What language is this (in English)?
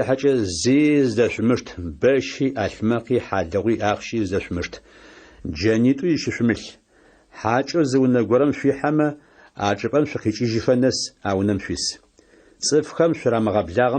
Adyghe